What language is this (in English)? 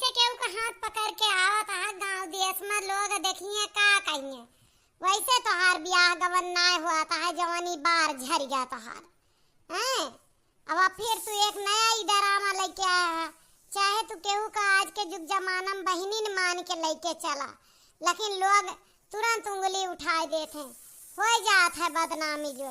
Awadhi